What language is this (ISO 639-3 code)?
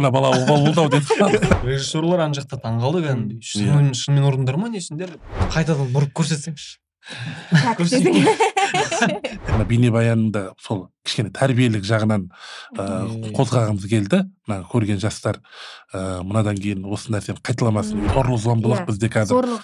kir